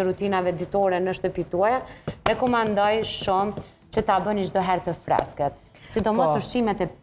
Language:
Albanian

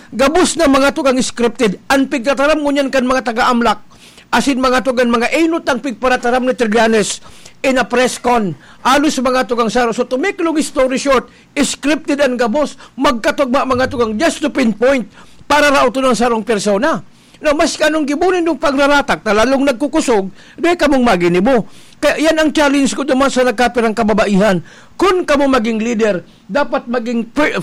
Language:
Bikol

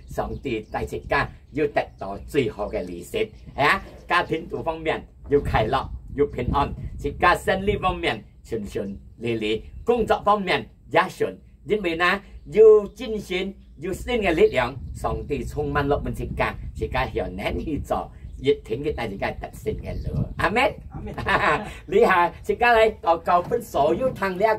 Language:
Hakka Chinese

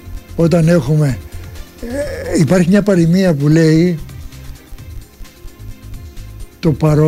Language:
Greek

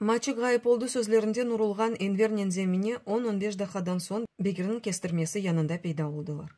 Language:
Crimean Tatar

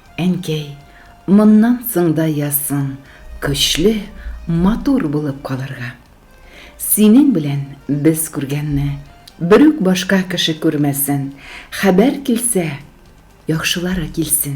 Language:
Tatar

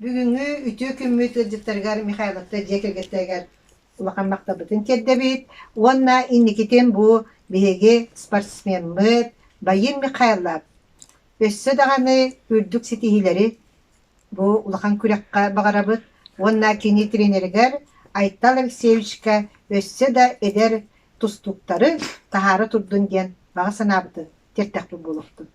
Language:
Yakut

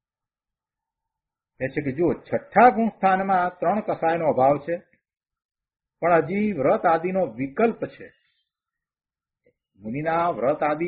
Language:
Gujarati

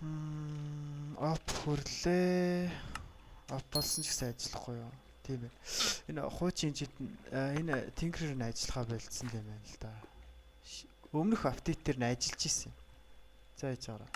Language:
Mongolian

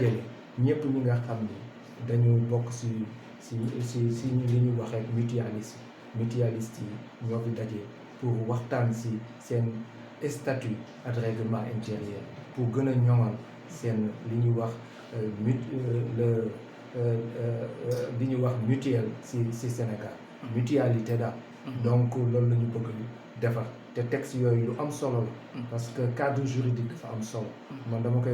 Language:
Wolof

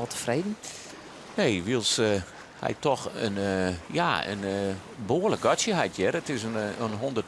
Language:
Western Frisian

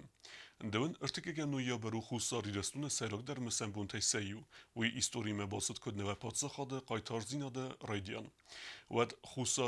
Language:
Ossetic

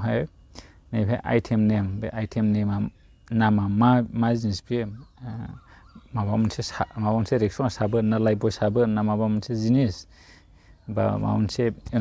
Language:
Bodo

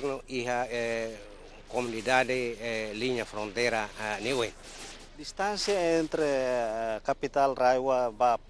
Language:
Tetum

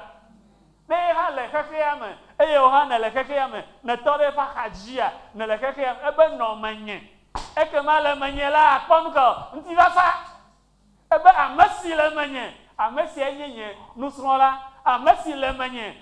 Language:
Ewe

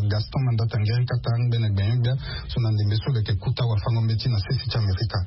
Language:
Sango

